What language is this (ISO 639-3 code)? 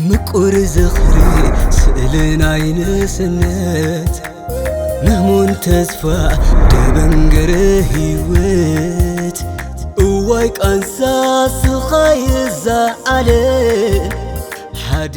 tir